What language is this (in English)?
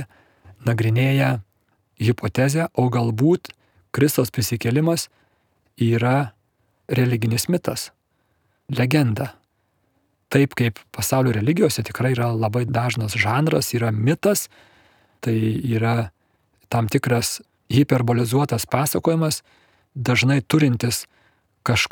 Lithuanian